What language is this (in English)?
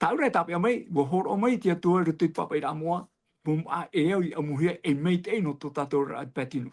Tahitian